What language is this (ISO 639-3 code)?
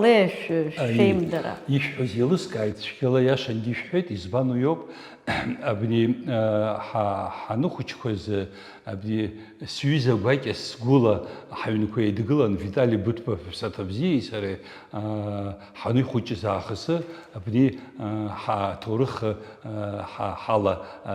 abk